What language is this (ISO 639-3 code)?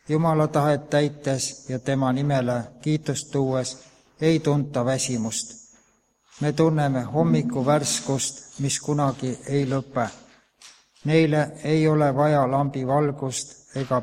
est